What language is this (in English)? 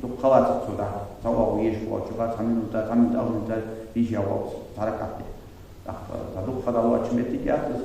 Ingush